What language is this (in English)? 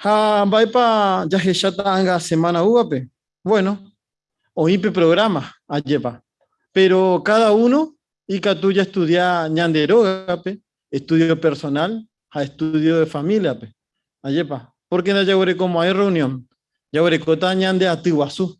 Guarani